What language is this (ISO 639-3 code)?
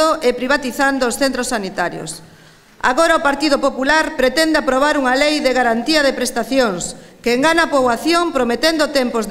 glg